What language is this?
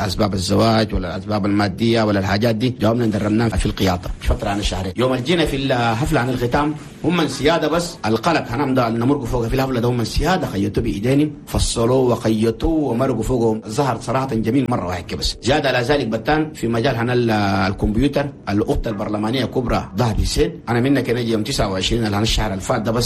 Chadian Arabic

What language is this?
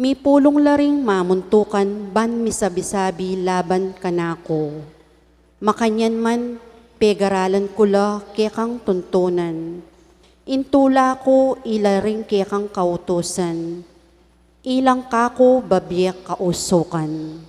Pampanga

